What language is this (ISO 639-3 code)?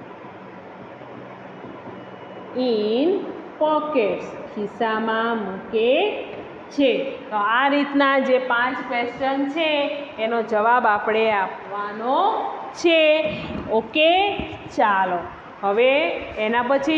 guj